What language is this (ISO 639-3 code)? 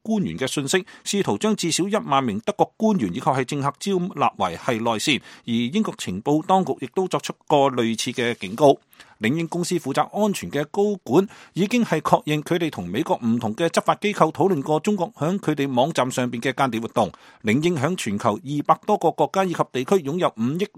yue